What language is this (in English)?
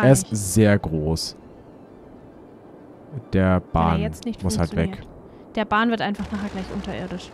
German